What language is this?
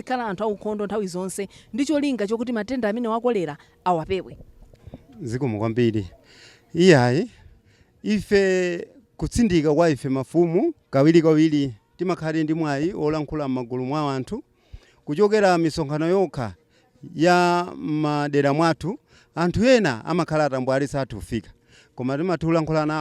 Nyanja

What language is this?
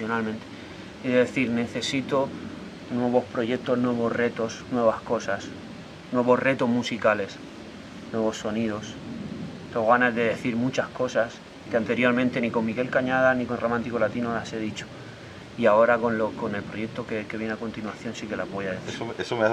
Spanish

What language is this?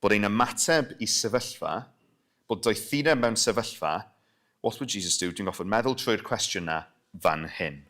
Welsh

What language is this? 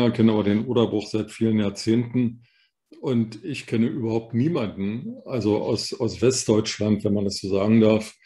German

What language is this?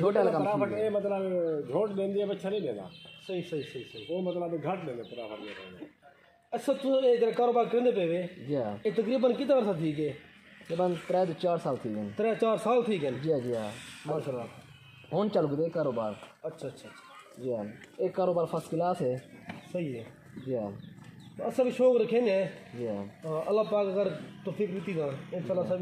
Saraiki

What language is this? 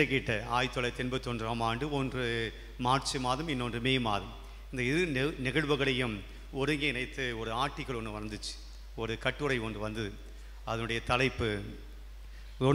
Tamil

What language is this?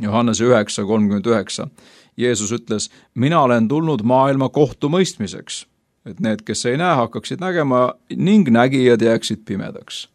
Estonian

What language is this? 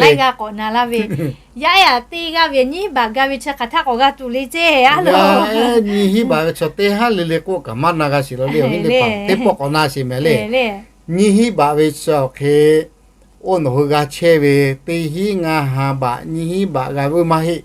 Lahu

